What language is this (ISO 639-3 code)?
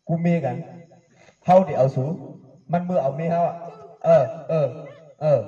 shn